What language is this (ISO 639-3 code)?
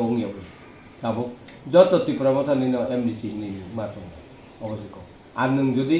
trp